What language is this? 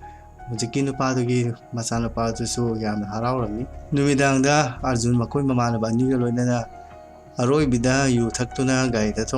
Manipuri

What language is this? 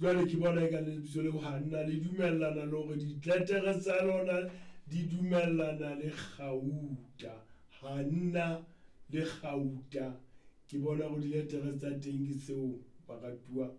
Southern Sotho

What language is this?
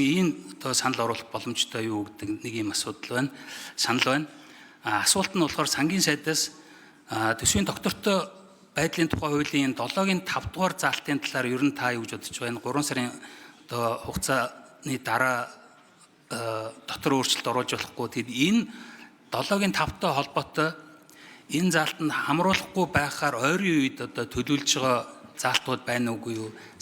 Mongolian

